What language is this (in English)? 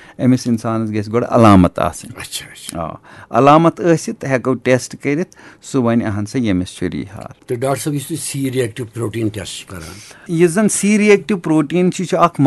Kashmiri